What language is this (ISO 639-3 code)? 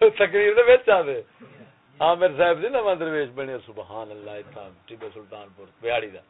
skr